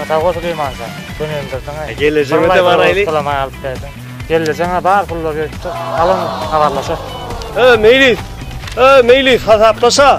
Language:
Turkmen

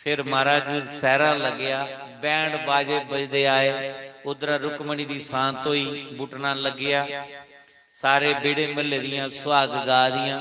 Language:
Dogri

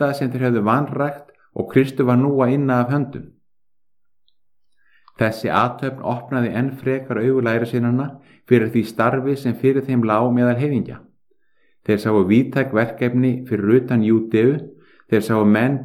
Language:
Icelandic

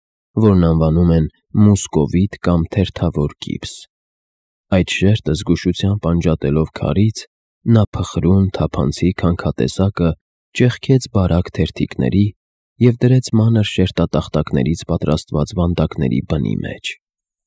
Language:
Armenian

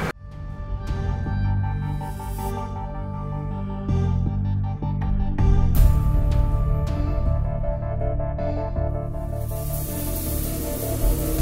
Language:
Russian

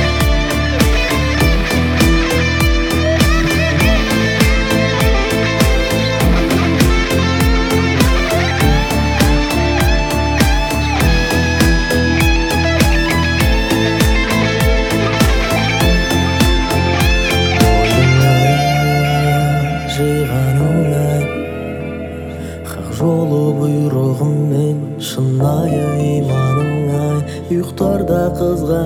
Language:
Kazakh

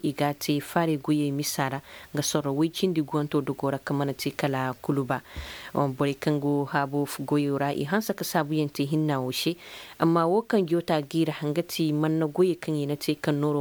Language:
Koyraboro Senni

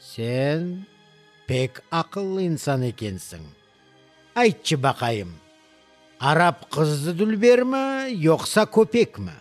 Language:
Crimean Tatar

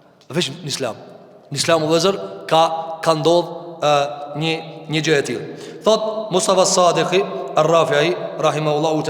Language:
Albanian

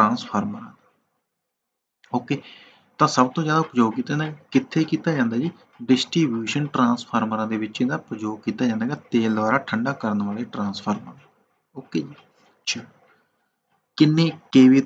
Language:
Punjabi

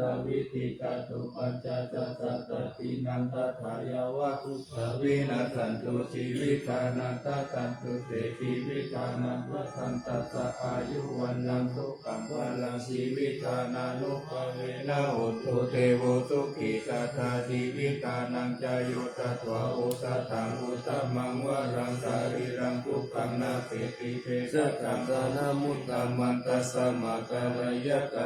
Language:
Pali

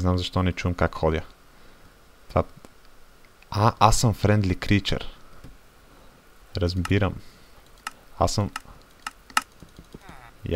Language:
Bulgarian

